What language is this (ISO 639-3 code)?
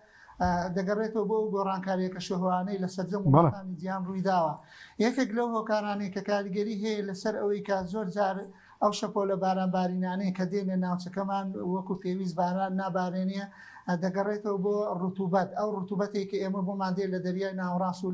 ckb